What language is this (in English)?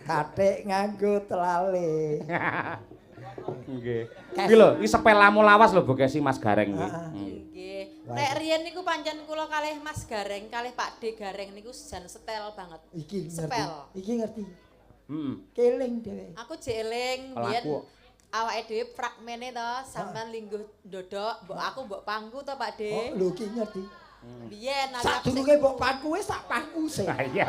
Javanese